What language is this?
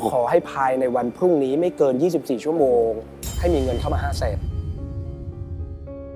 Thai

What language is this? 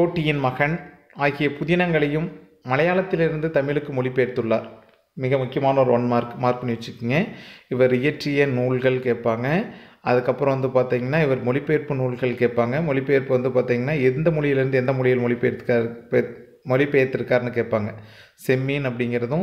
Tamil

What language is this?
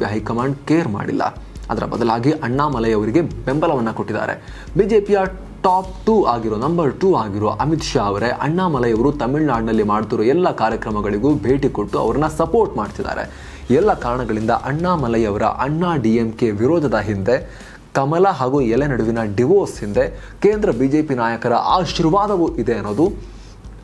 Kannada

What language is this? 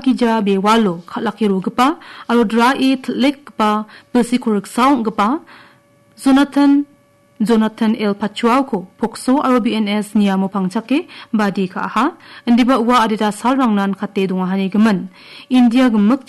Garo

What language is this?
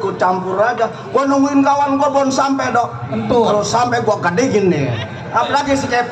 Betawi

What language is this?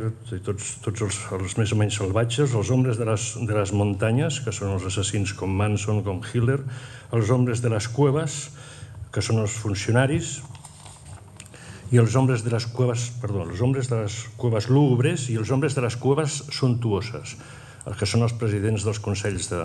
Catalan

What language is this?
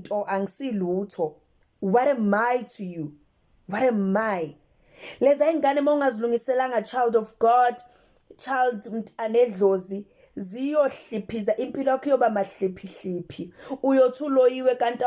Zulu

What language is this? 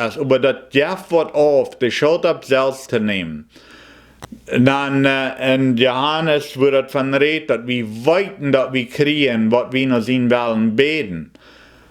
Plautdietsch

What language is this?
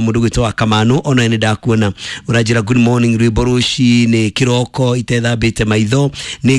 Kikuyu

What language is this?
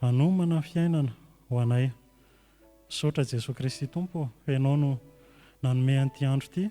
Malagasy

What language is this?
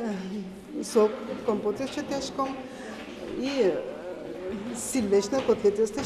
Udmurt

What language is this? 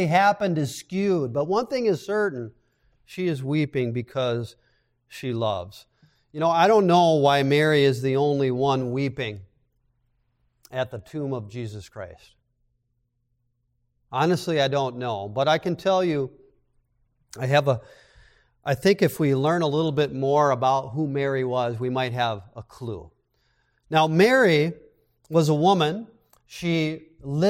English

